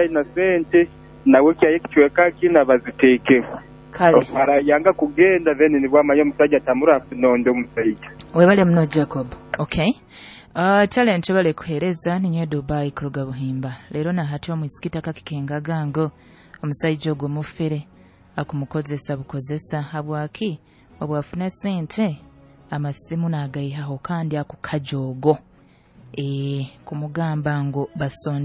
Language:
Nyoro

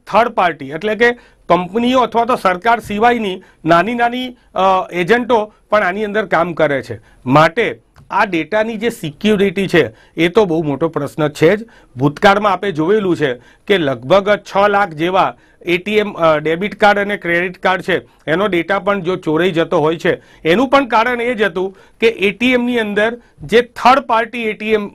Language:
Gujarati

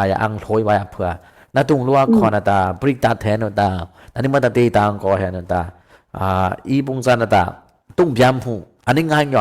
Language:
Dimasa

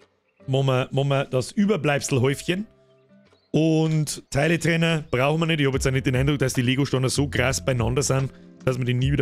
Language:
Bavarian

